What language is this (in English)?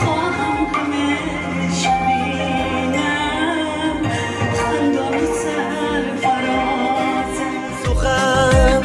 Tajik